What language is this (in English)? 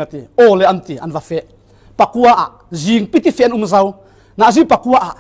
Falam Chin